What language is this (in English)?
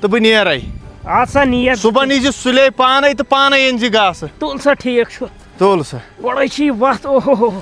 Kashmiri